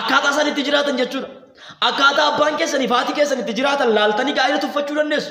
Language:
Oromo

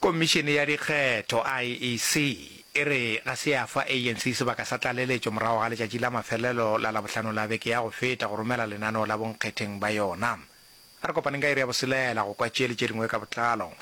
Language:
Northern Sotho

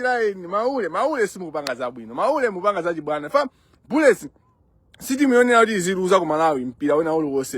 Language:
Nyanja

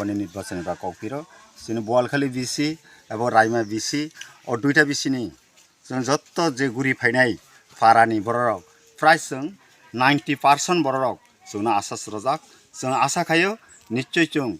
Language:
Kok Borok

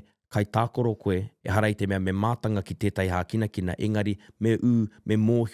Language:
Māori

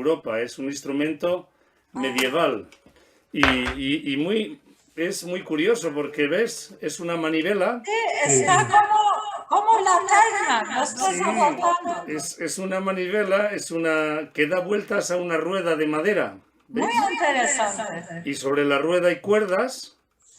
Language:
Ladino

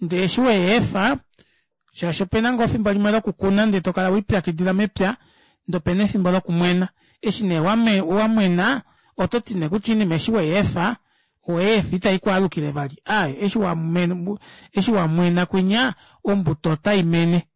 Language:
Kuanyama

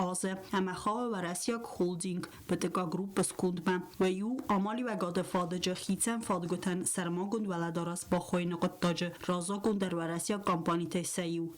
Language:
Ossetic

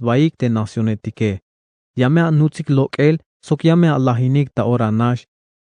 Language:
Tzeltal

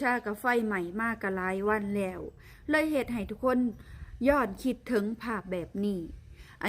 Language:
Lao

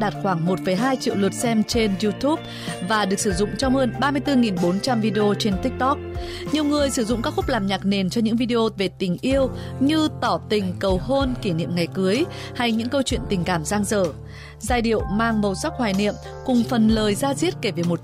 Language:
Vietnamese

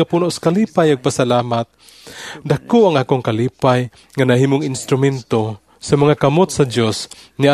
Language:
Cebuano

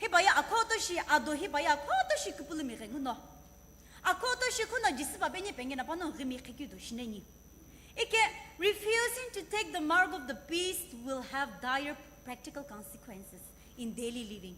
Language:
Sumi Naga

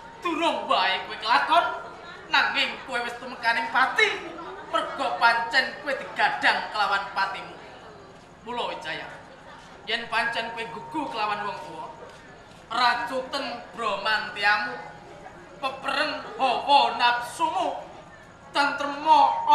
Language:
Javanese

